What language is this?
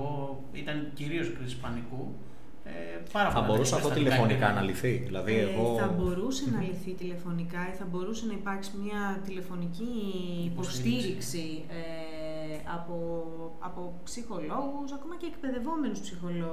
Greek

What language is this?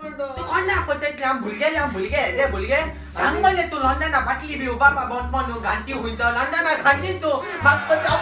Konkani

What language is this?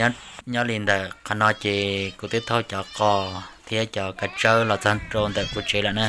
Hmong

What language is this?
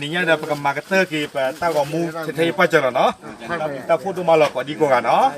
S'gaw Karen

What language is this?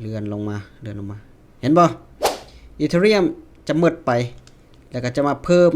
Lao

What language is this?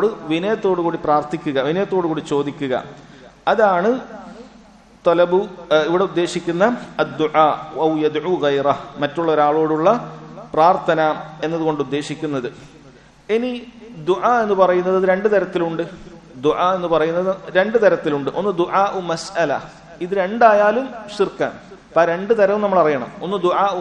Malayalam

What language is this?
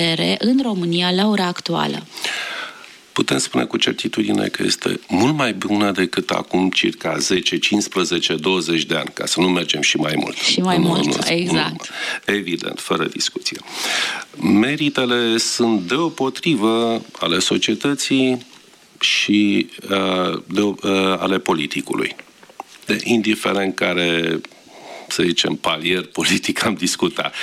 Romanian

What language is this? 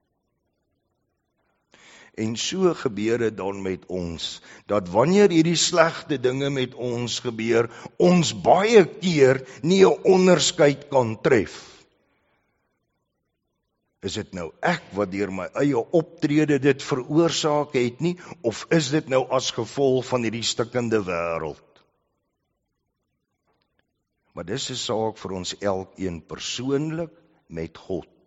Afrikaans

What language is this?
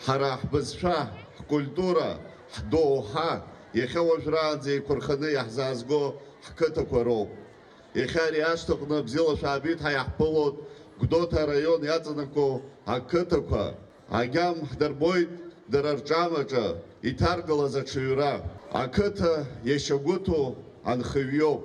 Abkhazian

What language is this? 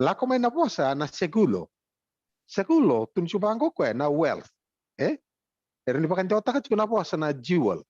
Fijian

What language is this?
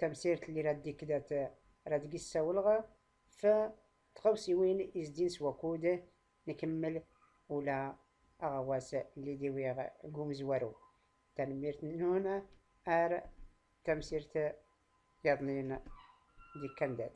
Tachelhit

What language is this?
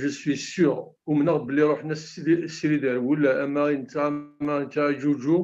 Kabyle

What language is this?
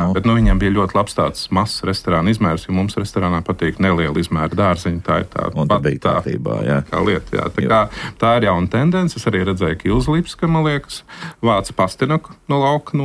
Latvian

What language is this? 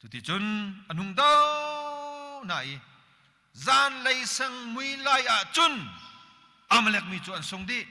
Hakha Chin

